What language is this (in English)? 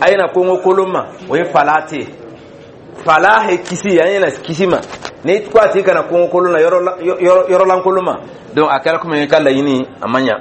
Dyula